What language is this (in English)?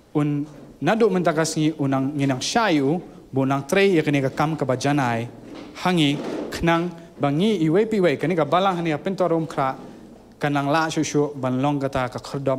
Khasi